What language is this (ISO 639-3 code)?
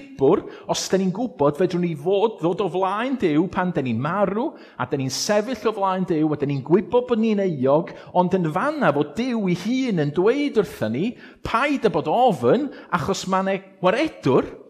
cym